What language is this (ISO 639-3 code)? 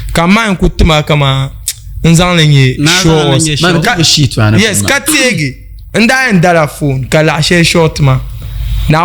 dag